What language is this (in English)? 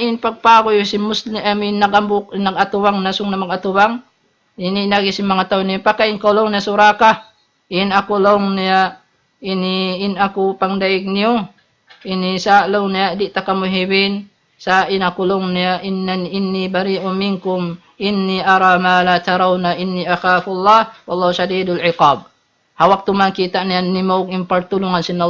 Tausug